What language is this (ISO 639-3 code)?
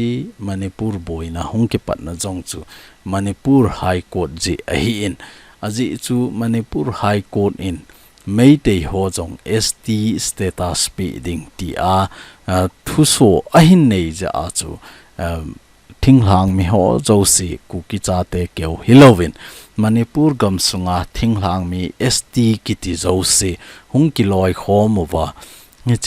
tcz